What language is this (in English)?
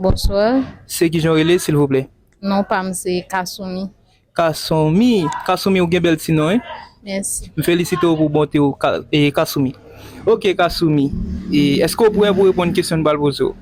Haitian Creole